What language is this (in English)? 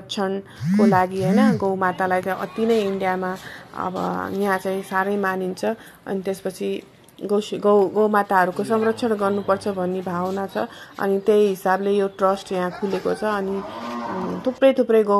Nepali